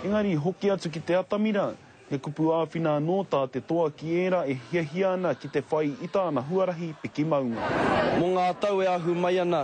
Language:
Māori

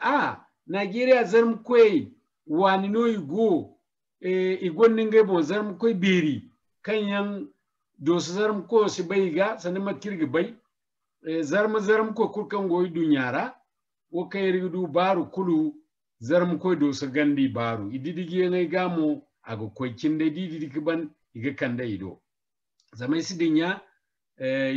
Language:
Zarma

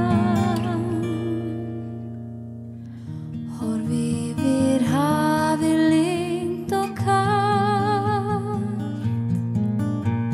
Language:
Icelandic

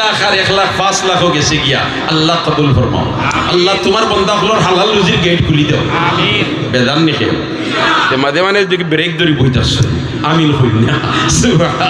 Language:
Sylheti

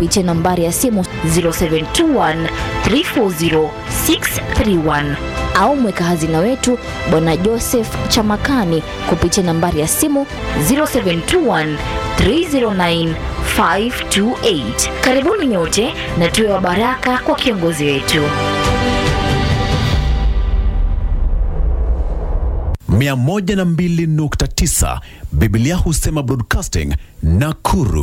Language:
Swahili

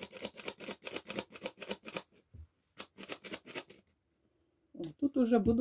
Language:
Ukrainian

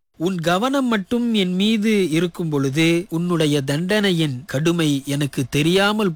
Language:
Tamil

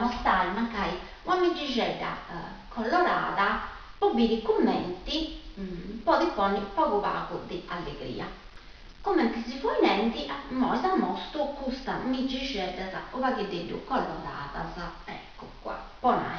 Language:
Sardinian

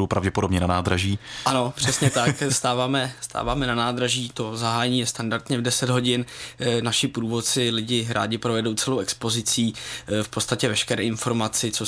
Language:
Czech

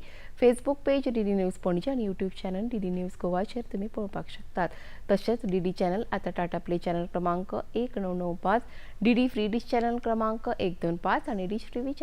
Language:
Konkani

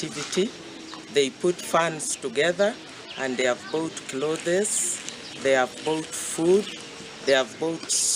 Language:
Nyankole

